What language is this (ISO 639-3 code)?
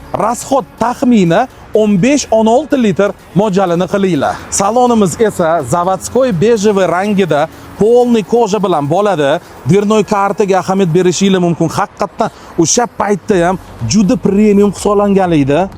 uzb